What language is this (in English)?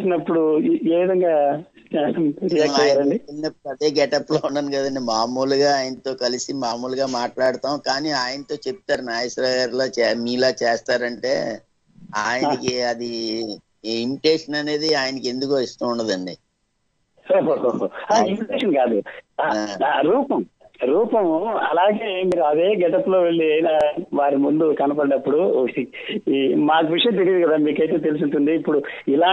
Telugu